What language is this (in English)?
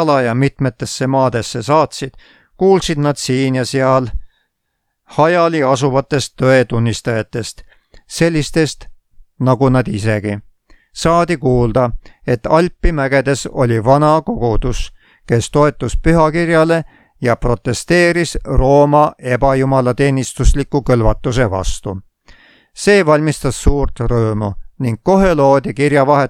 Estonian